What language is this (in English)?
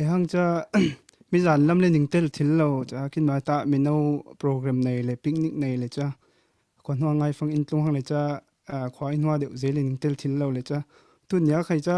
Falam Chin